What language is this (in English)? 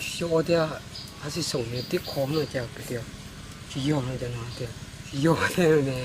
Hmong